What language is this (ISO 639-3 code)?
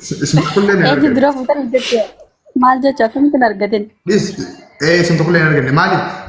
orm